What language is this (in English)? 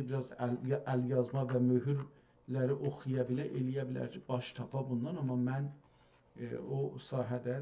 South Azerbaijani